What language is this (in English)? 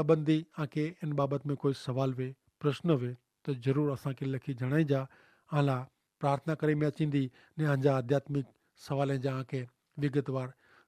Kachhi